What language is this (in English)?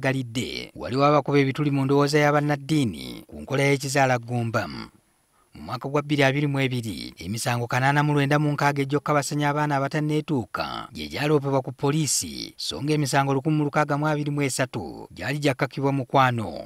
Ganda